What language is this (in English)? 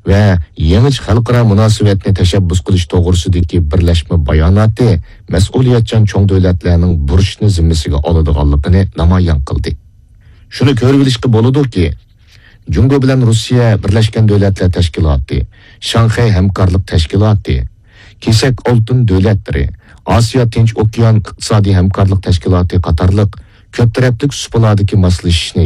Uyghur